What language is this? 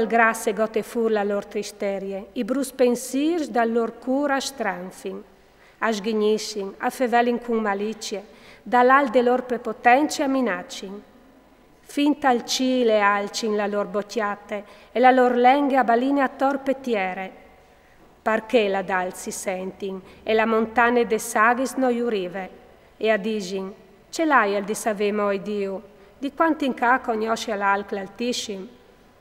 Friulian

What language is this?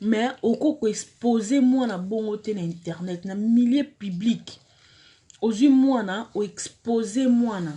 Lingala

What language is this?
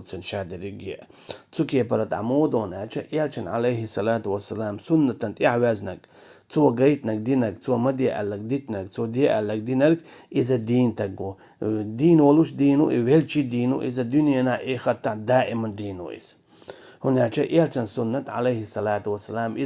Chechen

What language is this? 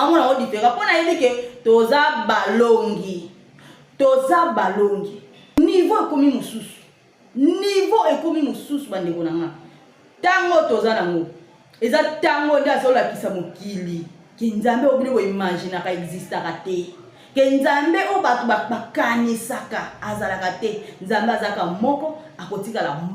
Lingala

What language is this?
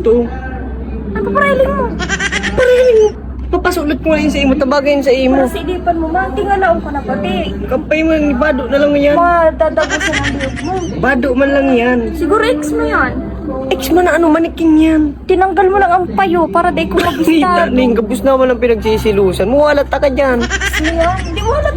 Bikol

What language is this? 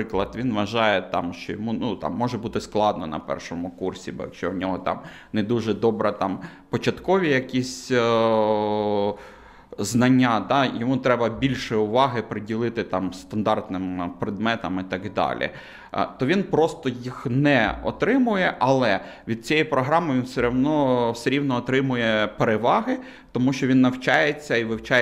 Ukrainian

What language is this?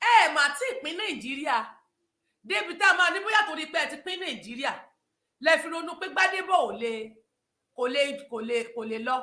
Yoruba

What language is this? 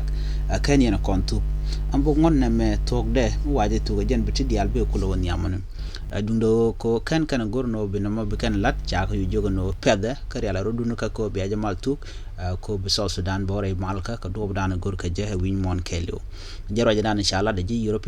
Nuer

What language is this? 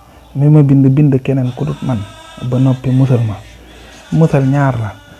Wolof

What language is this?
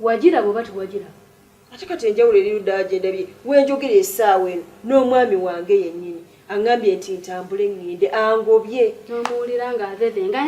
Ganda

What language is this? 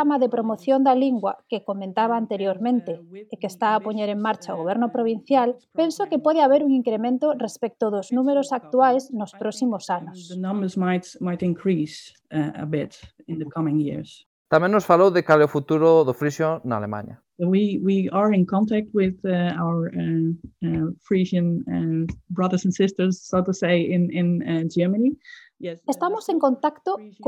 Galician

